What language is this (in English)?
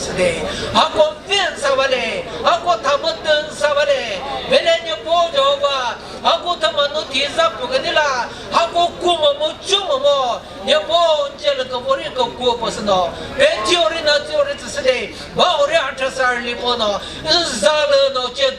Chokri Naga